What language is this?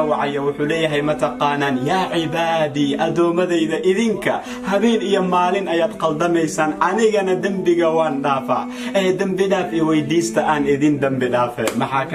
Somali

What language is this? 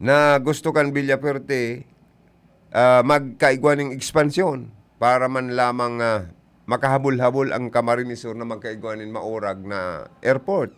Bikol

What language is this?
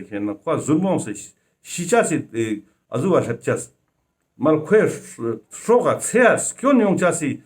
Ladakhi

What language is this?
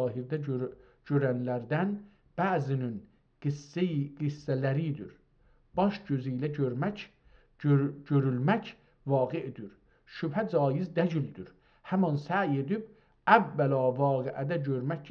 South Azerbaijani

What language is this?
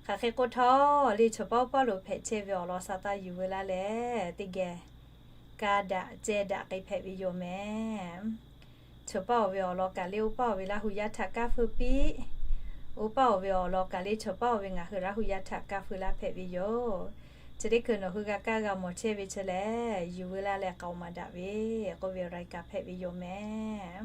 Lahu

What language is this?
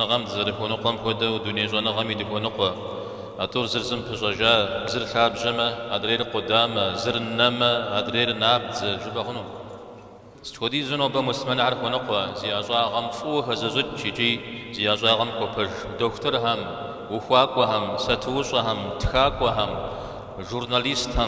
Kabardian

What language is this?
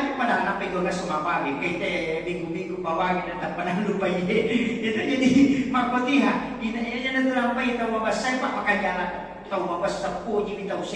Buginese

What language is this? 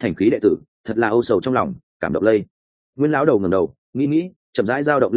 Vietnamese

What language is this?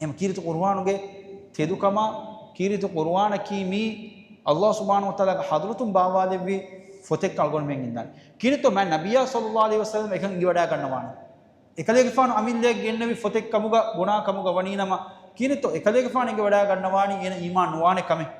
Divehi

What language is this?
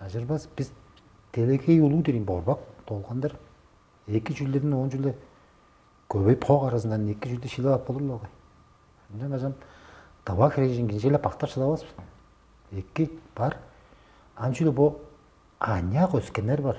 Tuvinian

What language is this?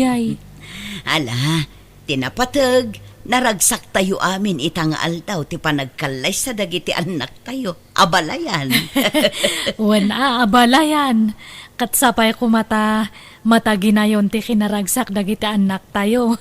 Iloko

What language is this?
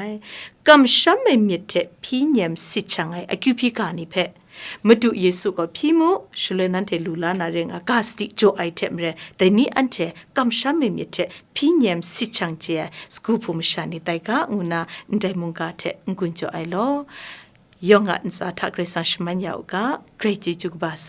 Kachin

